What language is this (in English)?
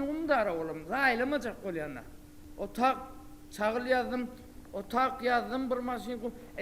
Turkmen